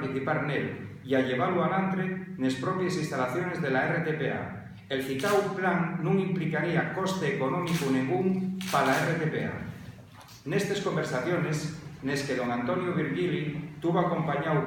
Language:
Asturian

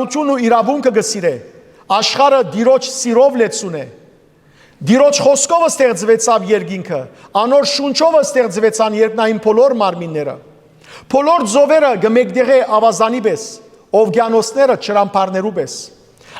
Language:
Western Armenian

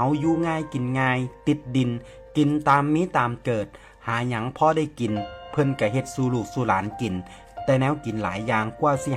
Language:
Northeastern Thai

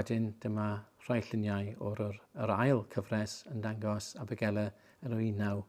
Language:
Welsh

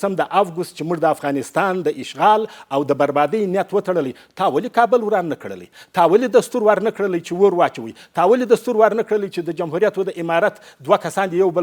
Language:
Pashto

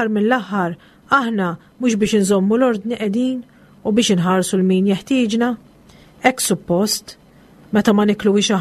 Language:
Maltese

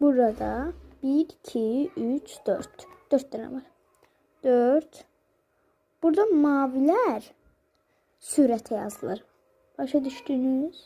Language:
Azerbaijani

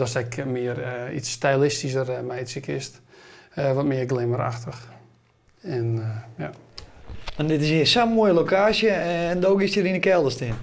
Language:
Western Frisian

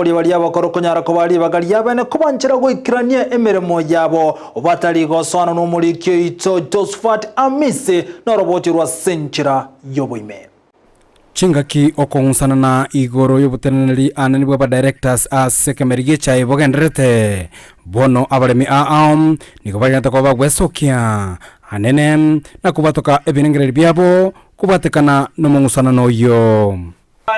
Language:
Gusii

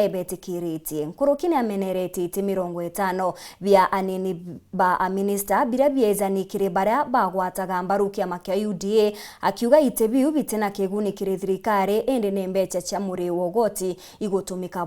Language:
Meru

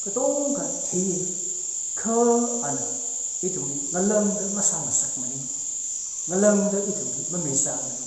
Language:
Tangkhul Naga (India)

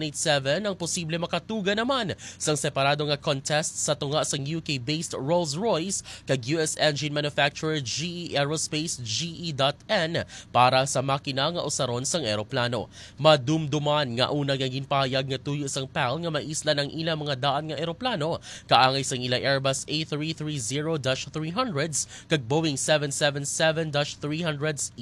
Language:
Hiligaynon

